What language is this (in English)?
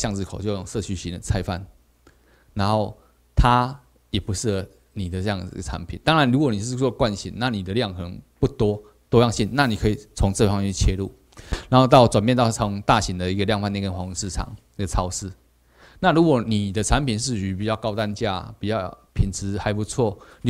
Chinese